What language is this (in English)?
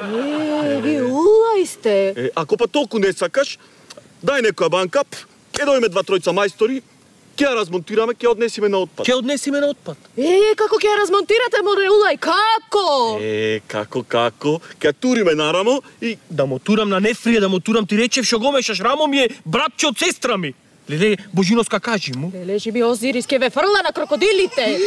Macedonian